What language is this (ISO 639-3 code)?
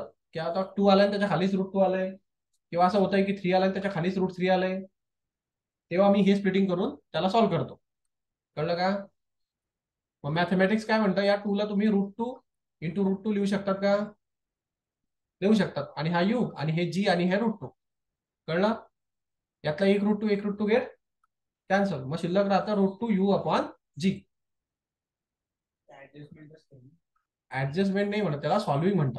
mar